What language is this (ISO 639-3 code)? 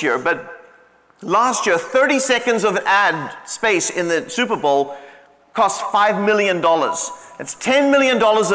eng